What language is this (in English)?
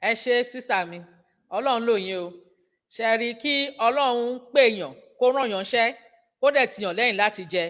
Yoruba